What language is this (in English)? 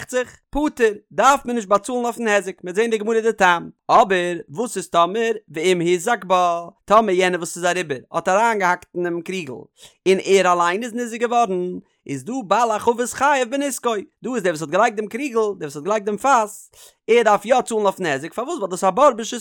Yiddish